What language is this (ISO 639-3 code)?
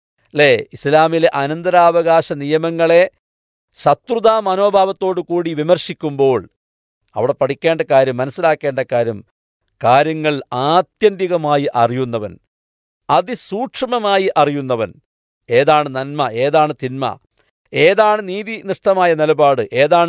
mal